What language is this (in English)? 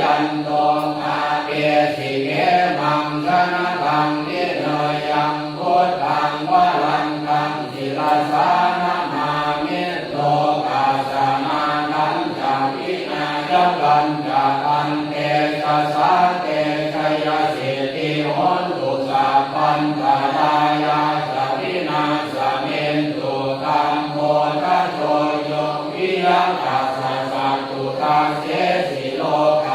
Pali